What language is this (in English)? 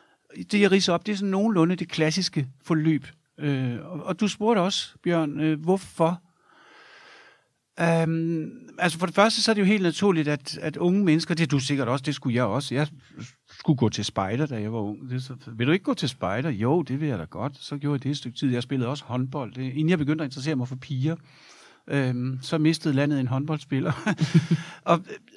Danish